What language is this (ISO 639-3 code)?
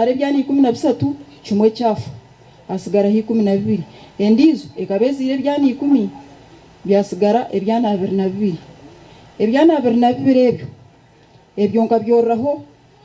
nyn